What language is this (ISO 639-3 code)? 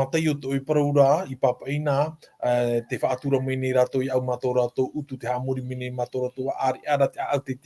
tah